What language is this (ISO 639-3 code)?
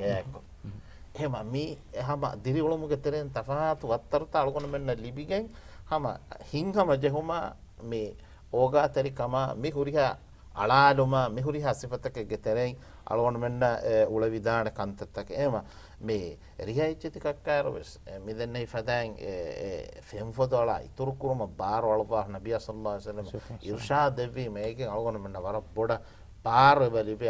div